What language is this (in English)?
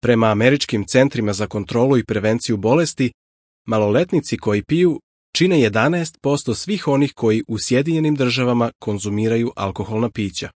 Serbian